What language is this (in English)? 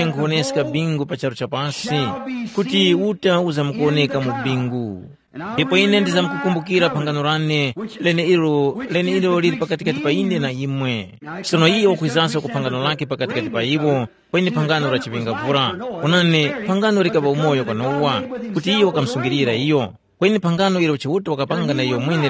Tumbuka